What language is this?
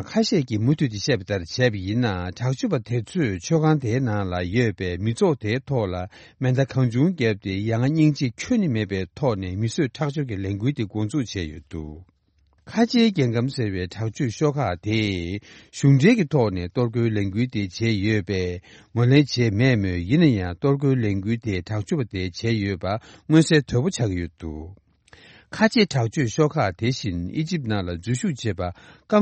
Tibetan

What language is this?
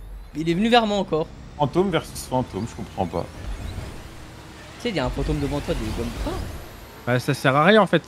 French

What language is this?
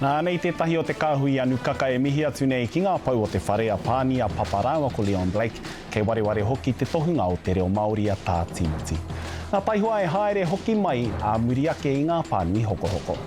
Māori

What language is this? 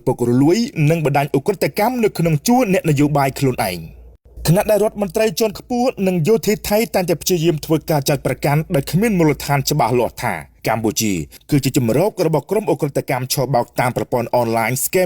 Khmer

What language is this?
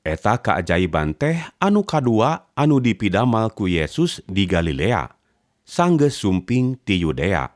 Sundanese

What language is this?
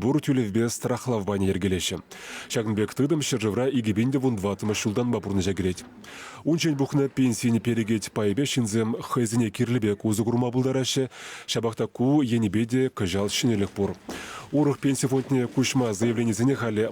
Chuvash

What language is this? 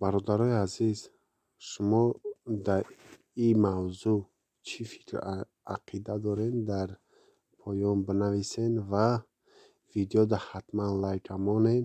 Tajik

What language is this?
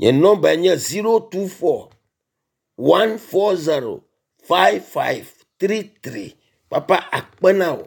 Ewe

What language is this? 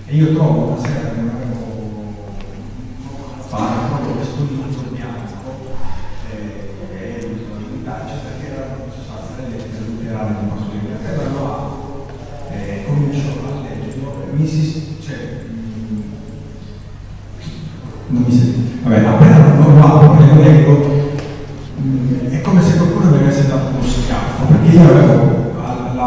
Italian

